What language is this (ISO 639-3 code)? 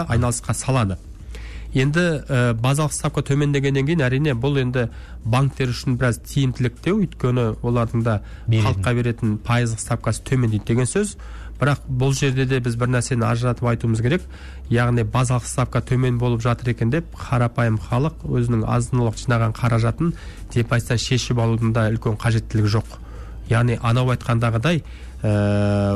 kaz